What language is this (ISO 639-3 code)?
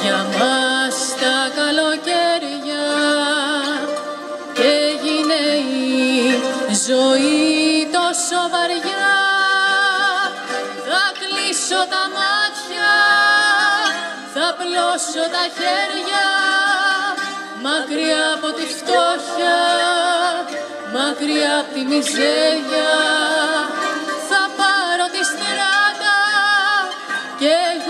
ell